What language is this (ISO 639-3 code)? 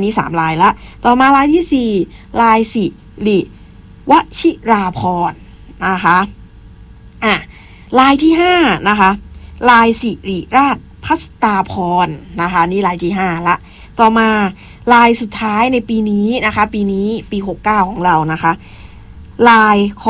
tha